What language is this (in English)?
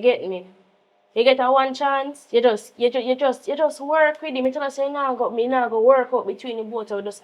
Jamaican Creole English